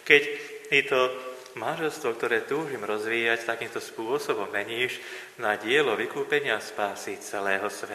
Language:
Slovak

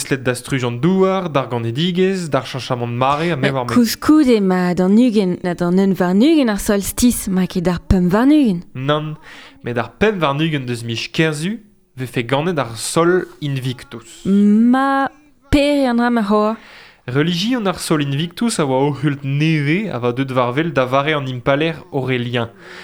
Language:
Breton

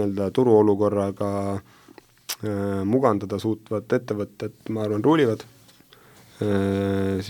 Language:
Estonian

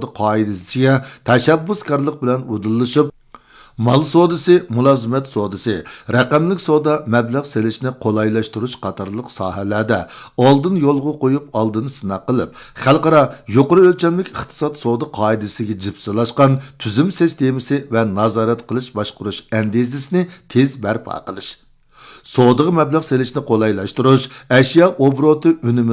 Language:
Uyghur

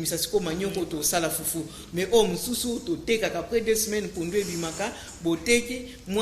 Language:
Lingala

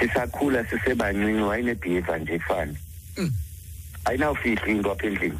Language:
Xhosa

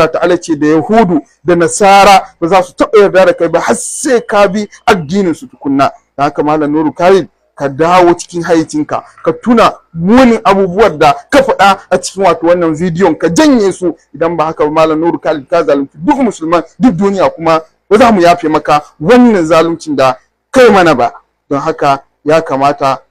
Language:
Hausa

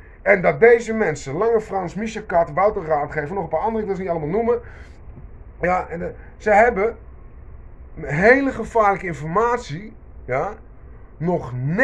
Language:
Dutch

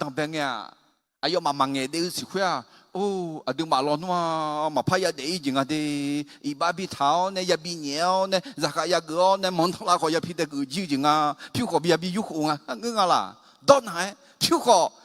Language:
Akha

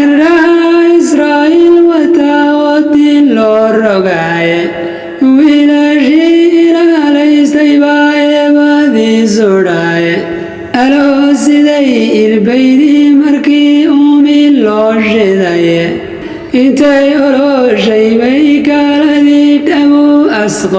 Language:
Somali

